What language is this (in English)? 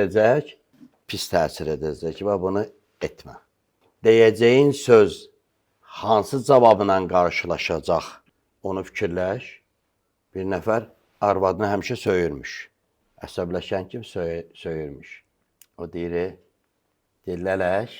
Azerbaijani